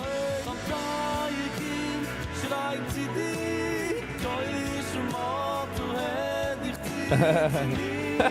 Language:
Yiddish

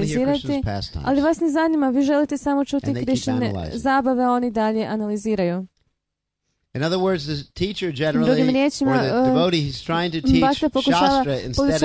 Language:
Croatian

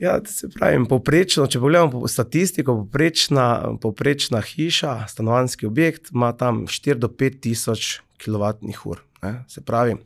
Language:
Slovenian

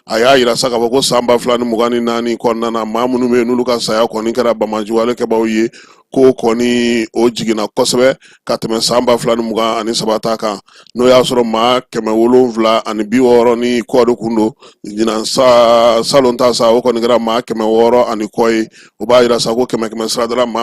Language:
Bambara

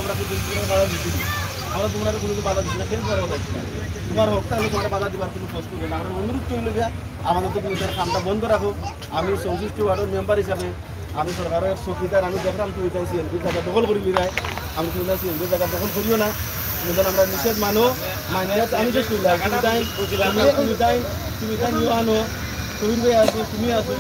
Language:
Sylheti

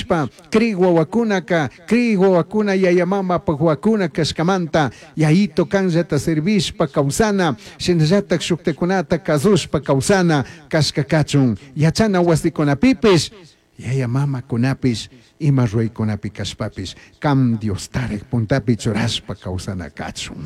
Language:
Chimborazo Highland Quichua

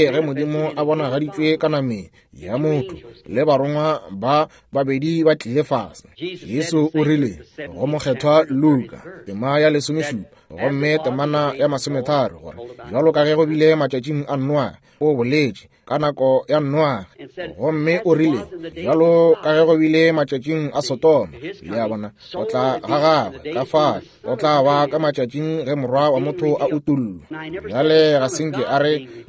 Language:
Northern Sotho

